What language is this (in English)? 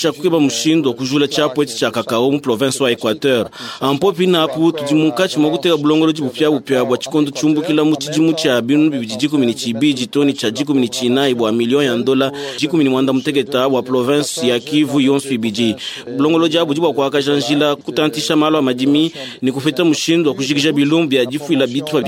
Luba-Lulua